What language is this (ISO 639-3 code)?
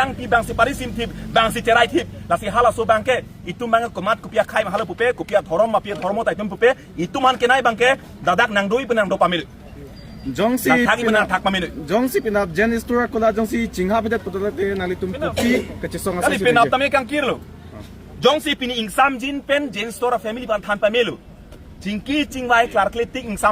mjw